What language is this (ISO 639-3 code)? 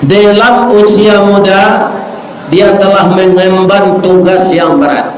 min